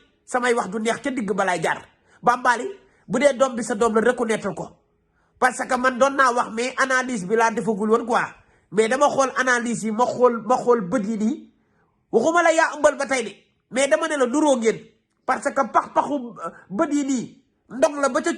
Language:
Wolof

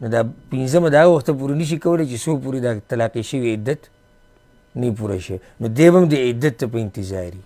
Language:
Pashto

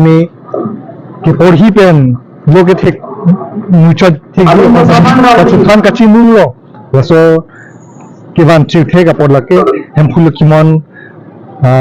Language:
Karbi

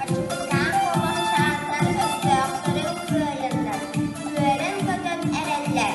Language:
Yakut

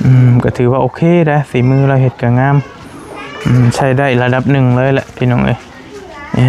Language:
Lao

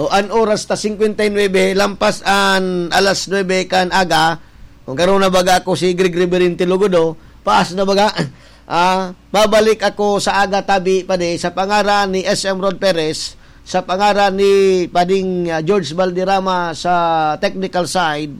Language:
Bikol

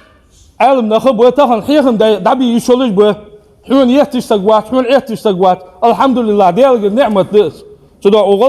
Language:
Ingush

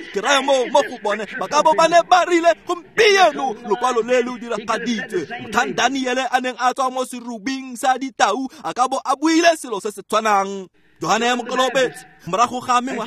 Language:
Tswana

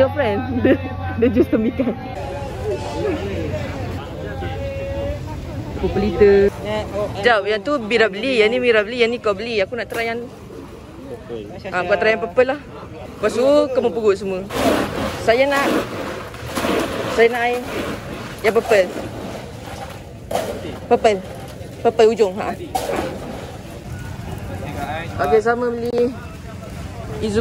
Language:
Malay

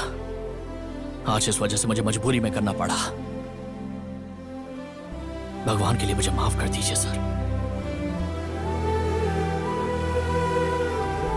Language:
Hindi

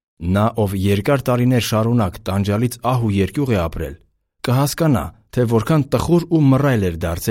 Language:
Armenian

